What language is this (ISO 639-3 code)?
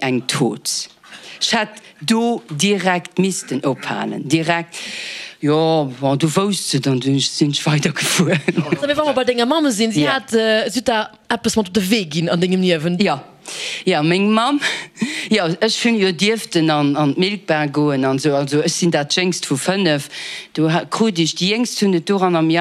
ltz